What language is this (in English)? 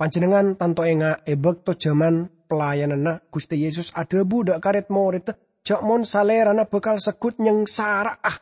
Madurese